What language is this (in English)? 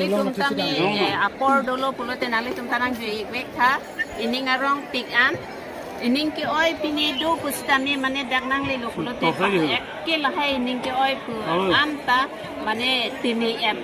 Karbi